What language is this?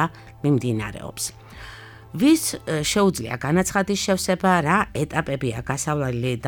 Georgian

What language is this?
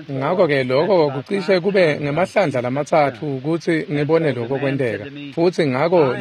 Swati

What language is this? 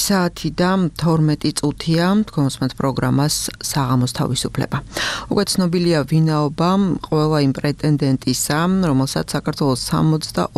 Georgian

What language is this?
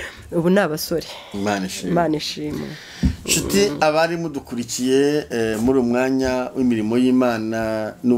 Kinyarwanda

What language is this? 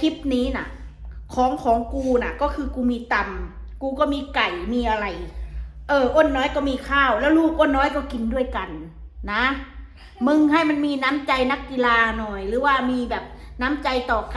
Northeastern Thai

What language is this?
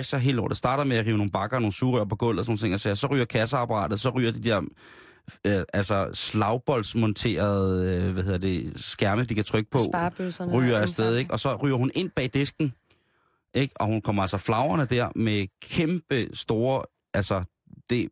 Danish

